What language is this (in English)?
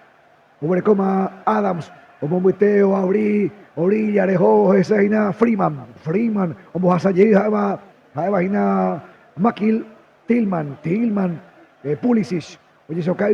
Guarani